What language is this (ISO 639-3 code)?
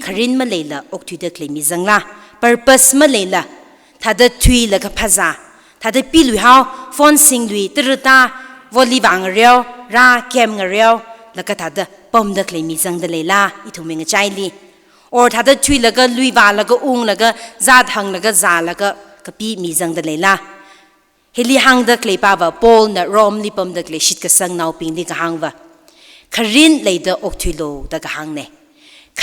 nmf